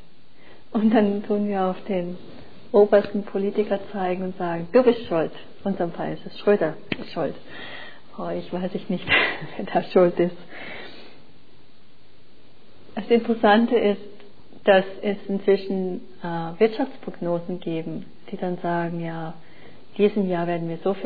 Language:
German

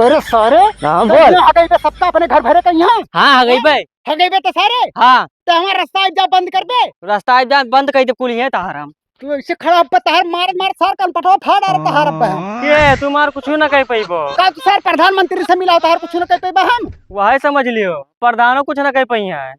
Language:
Awadhi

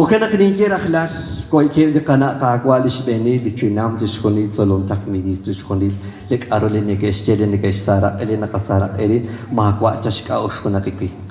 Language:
Kekchí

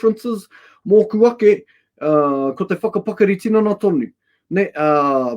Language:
Māori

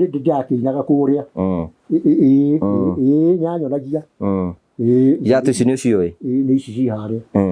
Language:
Kikuyu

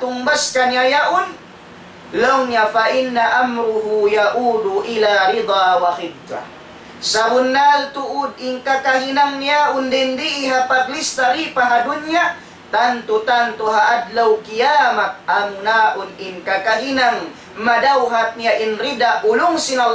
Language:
Tausug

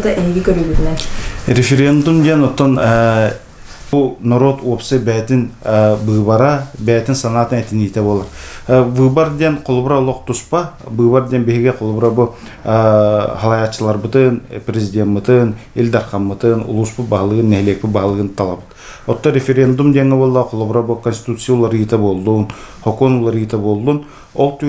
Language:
Yakut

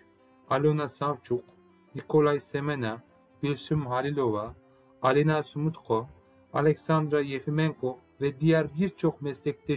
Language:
Crimean Tatar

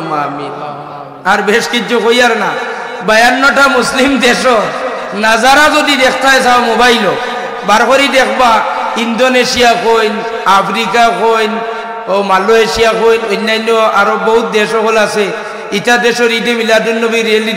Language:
Sylheti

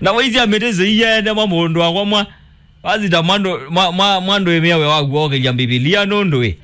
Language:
Kamba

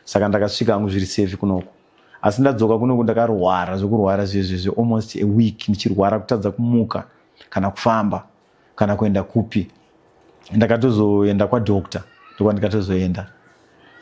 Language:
Shona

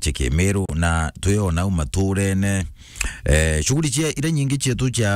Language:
Meru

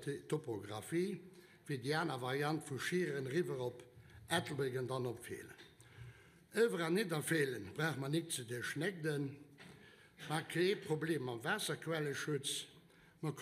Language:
Luxembourgish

